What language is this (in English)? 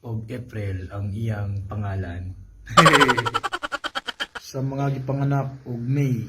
Cebuano